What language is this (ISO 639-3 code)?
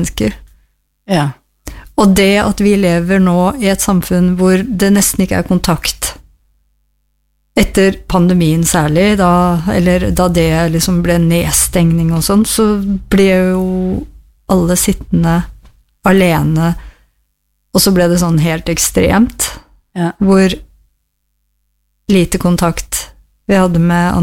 nor